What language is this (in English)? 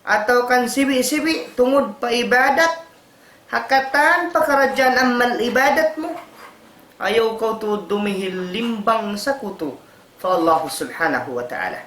Tausug